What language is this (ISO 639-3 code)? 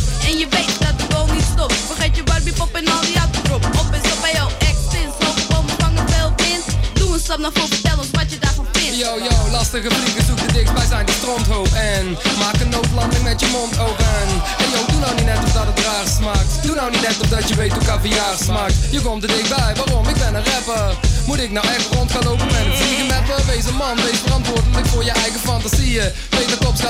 nld